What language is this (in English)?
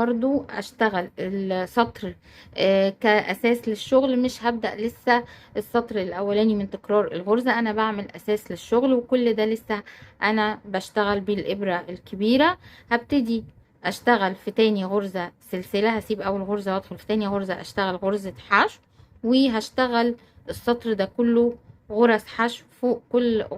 Egyptian Arabic